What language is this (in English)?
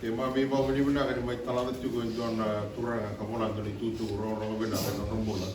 Fijian